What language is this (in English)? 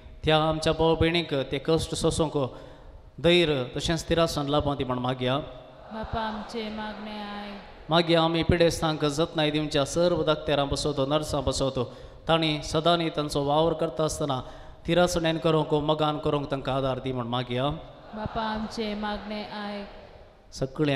Konkani